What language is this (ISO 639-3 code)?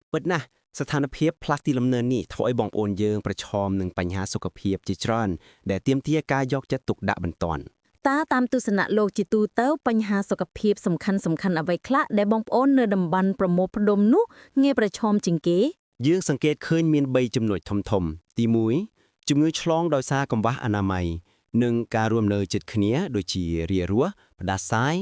khm